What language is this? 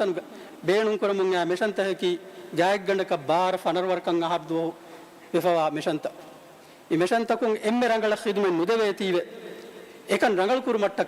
Divehi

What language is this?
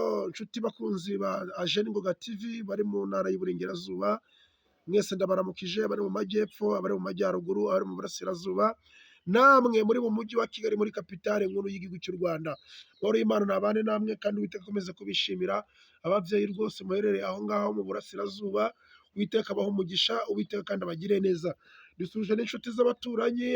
Kinyarwanda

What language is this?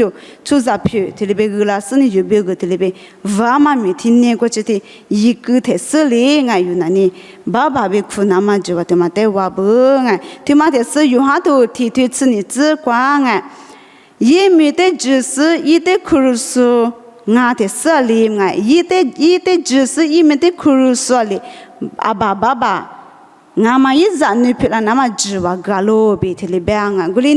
Lisu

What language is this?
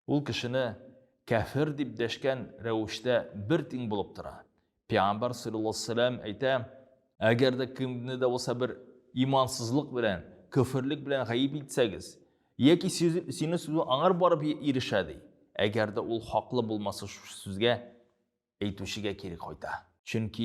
Tatar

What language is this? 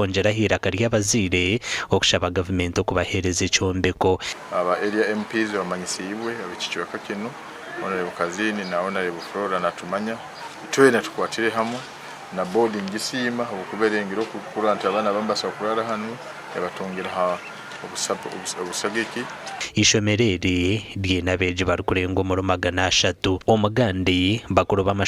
Nyankole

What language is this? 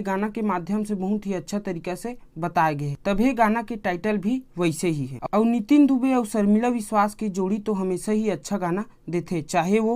Chhattisgarhi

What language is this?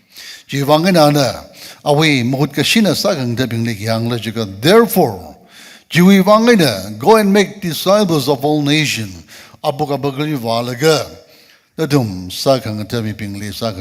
Tangkhul Naga (India)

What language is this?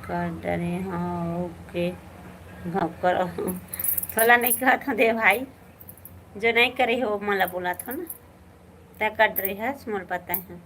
Chhattisgarhi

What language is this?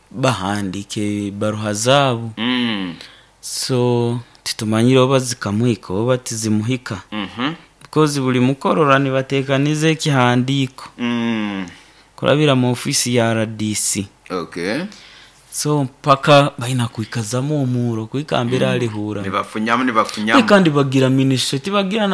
Nyoro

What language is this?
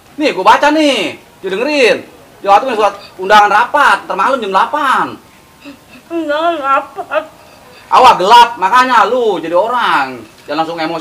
Betawi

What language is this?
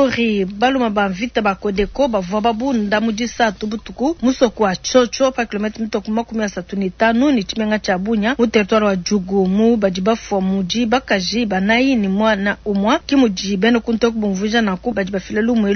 Luba-Lulua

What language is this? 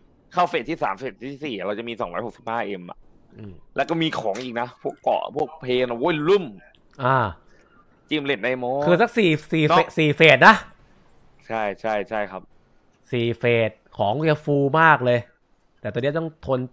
Thai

